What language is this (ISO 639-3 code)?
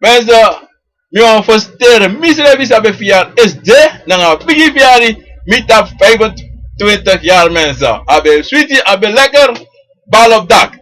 srn